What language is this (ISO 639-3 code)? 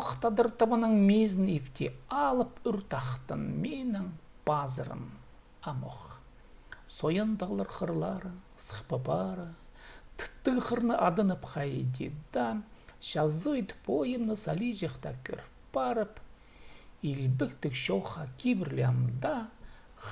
kjh